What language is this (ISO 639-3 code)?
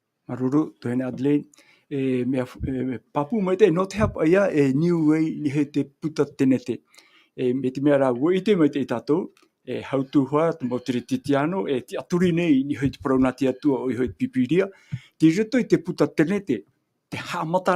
tah